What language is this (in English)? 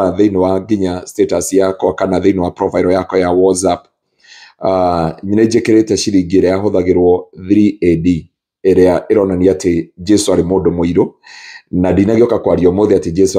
Kikuyu